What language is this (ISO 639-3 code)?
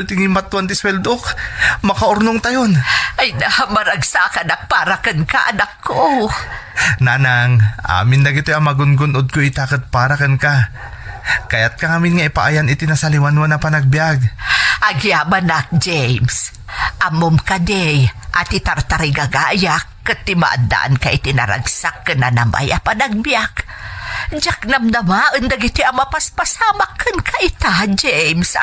ilo